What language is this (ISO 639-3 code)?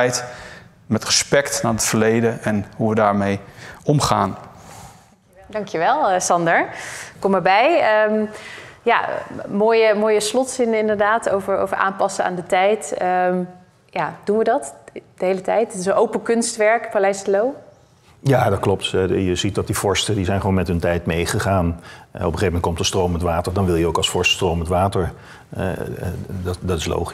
nld